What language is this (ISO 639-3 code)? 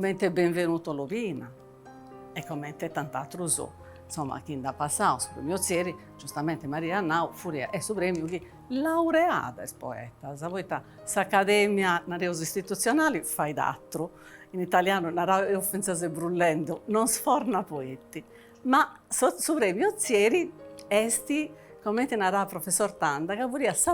srd